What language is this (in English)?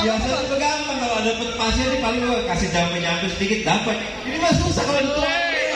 Betawi